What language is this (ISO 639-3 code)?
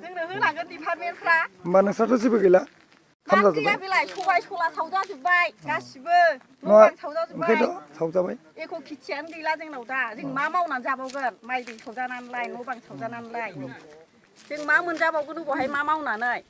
brx